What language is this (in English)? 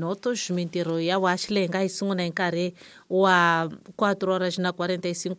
Tsonga